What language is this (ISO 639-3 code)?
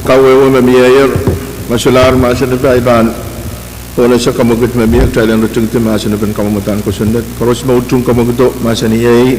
pon